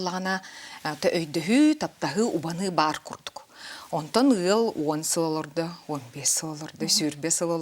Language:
Yakut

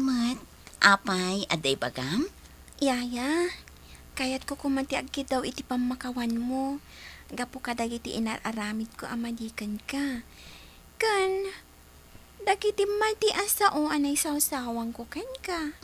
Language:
Iloko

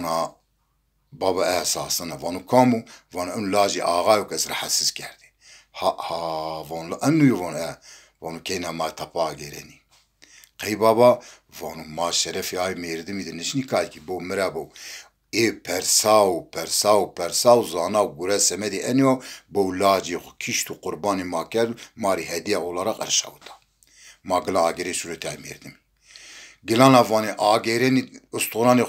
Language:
Zaza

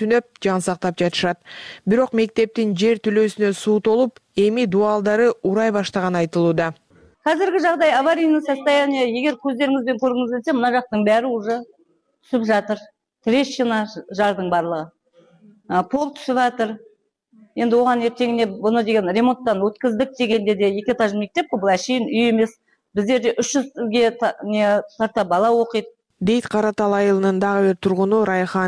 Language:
Kyrgyz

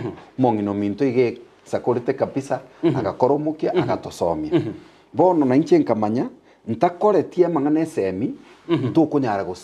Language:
Gusii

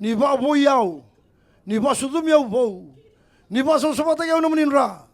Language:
Fijian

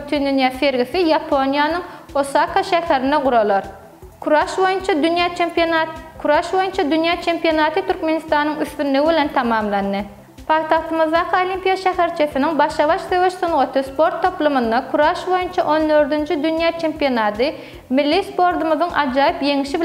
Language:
Turkmen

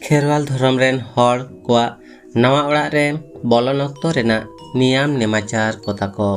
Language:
Santali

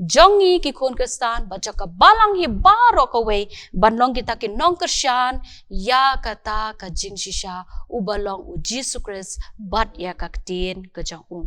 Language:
Khasi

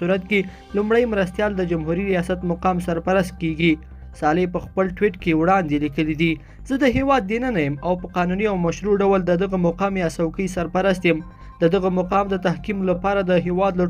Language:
Pashto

